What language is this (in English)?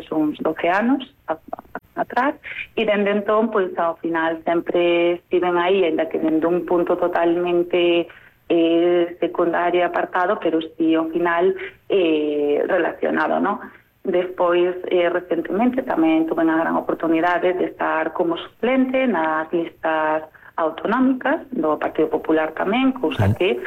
Galician